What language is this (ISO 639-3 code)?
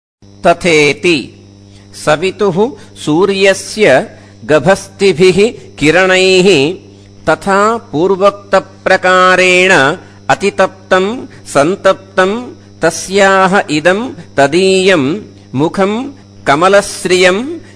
san